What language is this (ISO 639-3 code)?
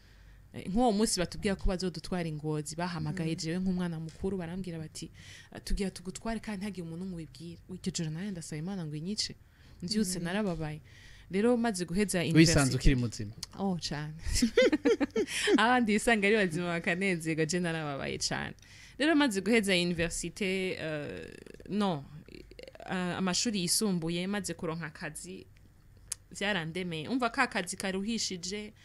run